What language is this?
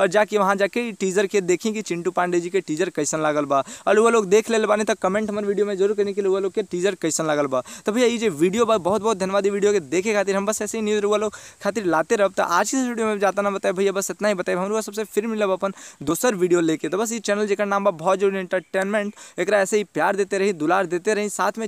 Bhojpuri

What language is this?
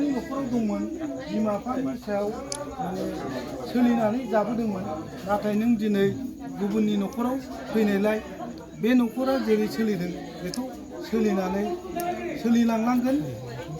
Bodo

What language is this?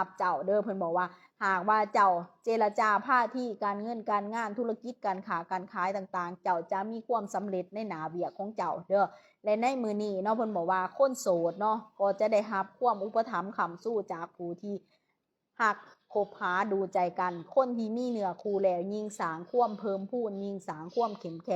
Lao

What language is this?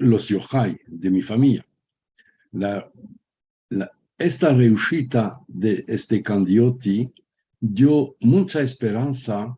Ladino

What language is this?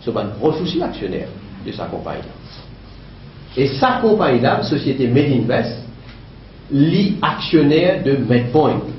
Morisyen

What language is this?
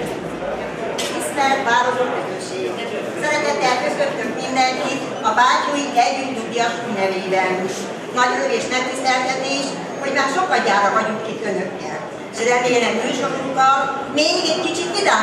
Hungarian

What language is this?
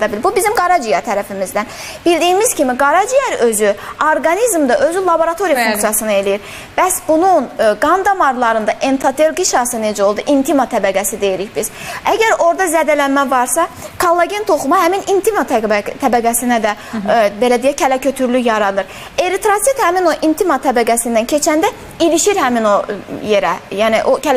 Azerbaijani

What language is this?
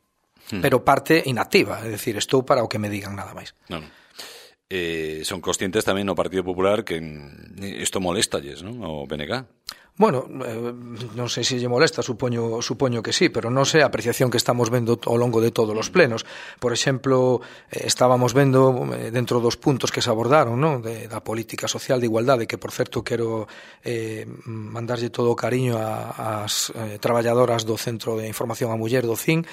Galician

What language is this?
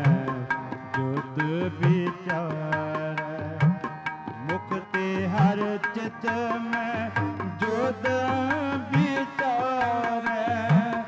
Punjabi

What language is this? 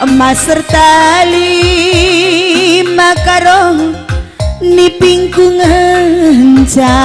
Batak Karo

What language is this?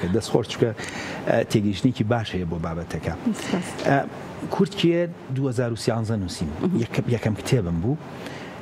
Central Kurdish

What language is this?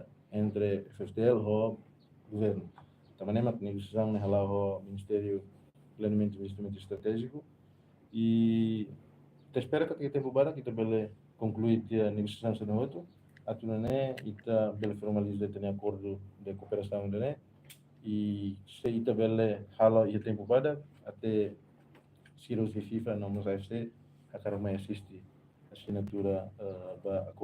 Tetum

